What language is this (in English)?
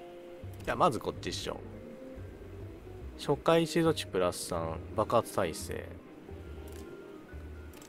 Japanese